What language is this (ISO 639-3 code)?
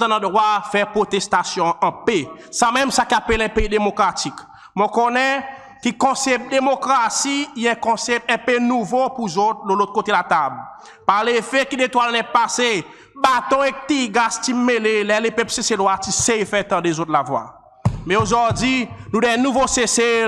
crs